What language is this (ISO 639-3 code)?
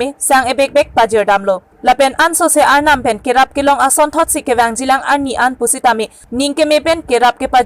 mjw